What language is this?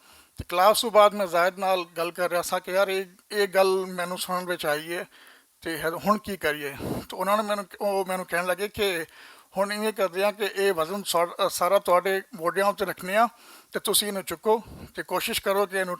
Western Panjabi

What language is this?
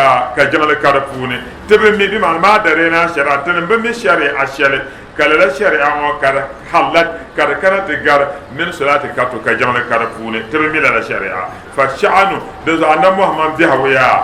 Dagbani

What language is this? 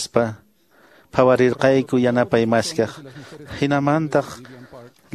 Quechua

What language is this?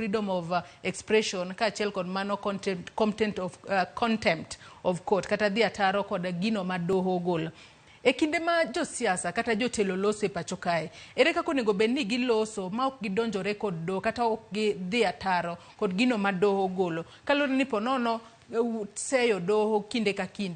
Luo (Kenya and Tanzania)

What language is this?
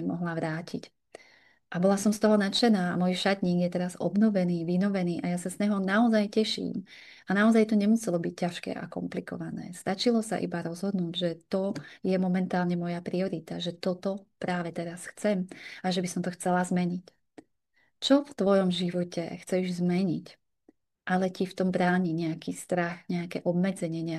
Slovak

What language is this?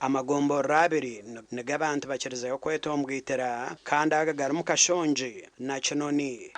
Nyankole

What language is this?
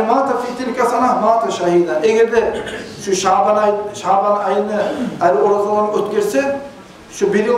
Kumyk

